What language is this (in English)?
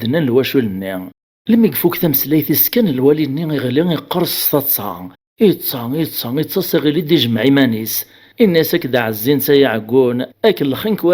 Kabyle